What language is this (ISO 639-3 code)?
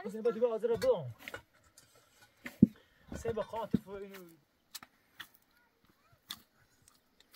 fas